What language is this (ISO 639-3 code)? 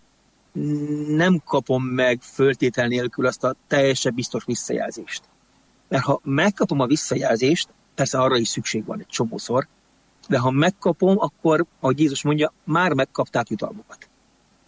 hun